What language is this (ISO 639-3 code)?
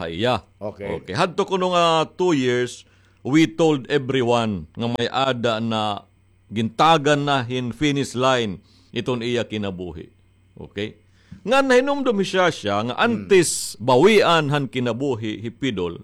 war